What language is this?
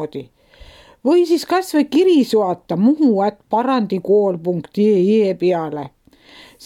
Estonian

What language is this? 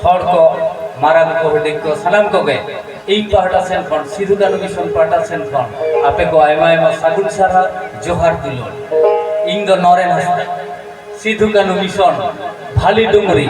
Santali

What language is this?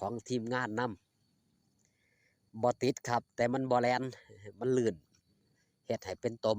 Northeastern Thai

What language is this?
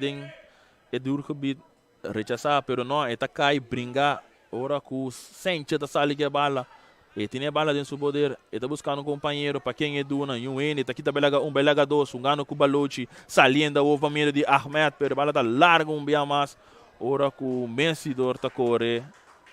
Papiamento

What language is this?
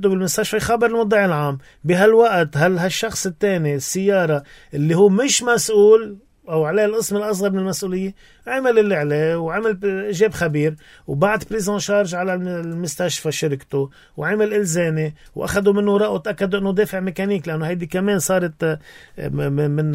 North Levantine Arabic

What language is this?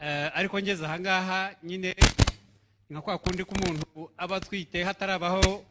Kinyarwanda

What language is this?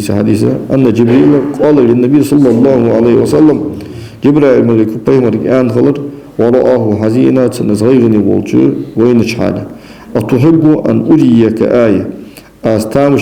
Ingush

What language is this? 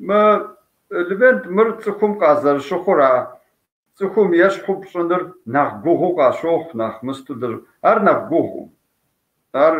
Kabardian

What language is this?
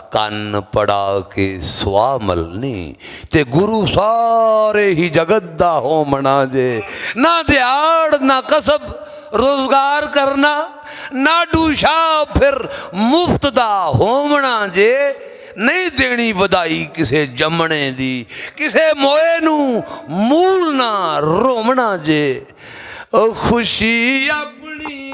Western Panjabi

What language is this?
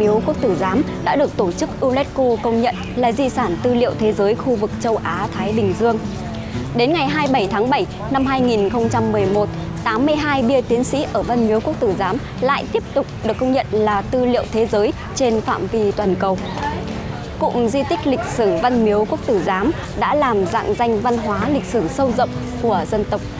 Vietnamese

